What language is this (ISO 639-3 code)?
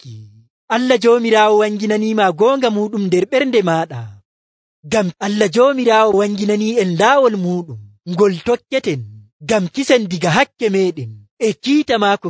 fuv